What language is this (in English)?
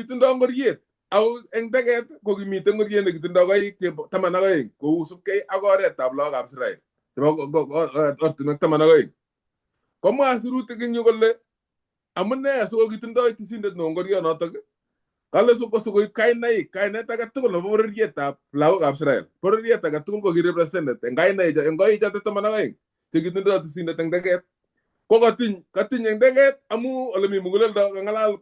Kalenjin